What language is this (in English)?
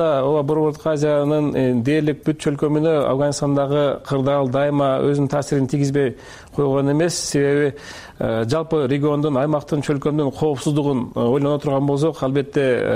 Kyrgyz